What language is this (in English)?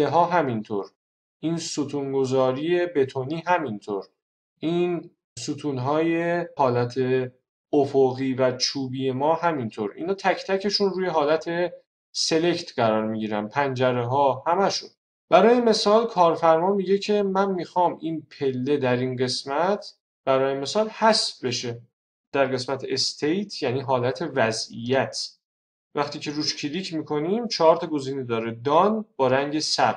Persian